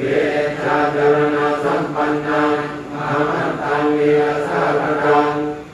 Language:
Pali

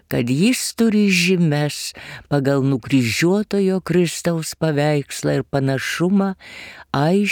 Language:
Lithuanian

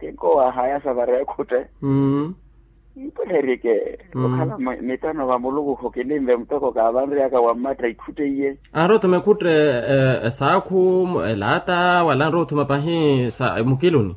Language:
Makhuwa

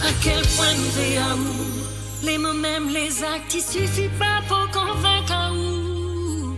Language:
Morisyen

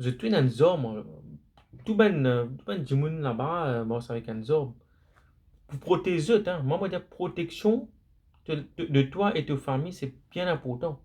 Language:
Morisyen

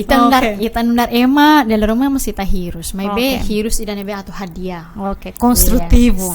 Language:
Tetum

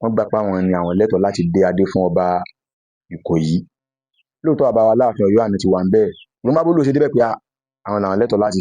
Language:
Yoruba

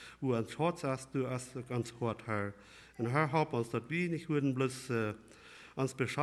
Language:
Plautdietsch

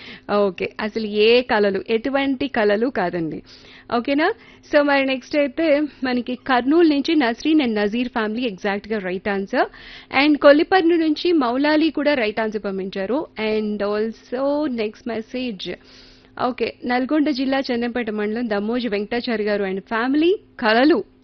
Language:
Telugu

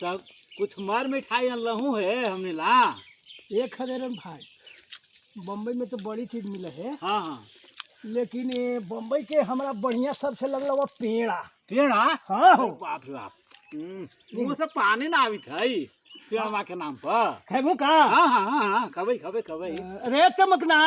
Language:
Magahi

